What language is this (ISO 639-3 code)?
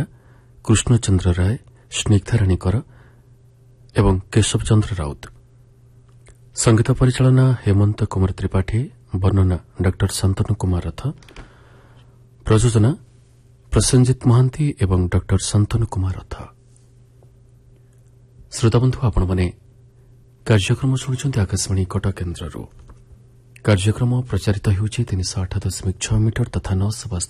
ori